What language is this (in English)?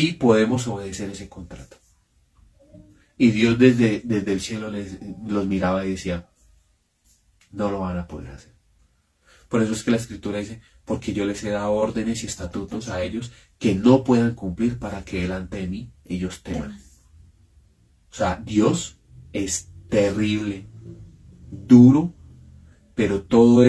Spanish